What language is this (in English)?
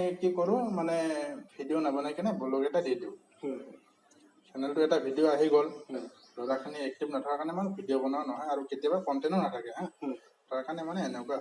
Assamese